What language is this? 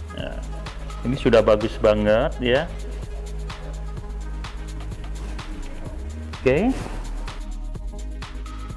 Indonesian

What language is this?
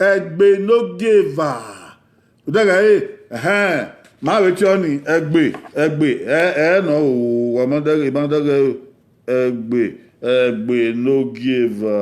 Bini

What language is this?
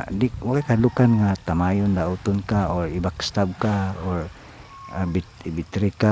Cebuano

